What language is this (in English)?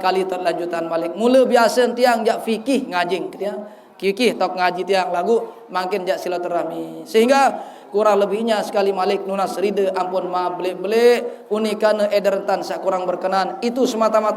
Sasak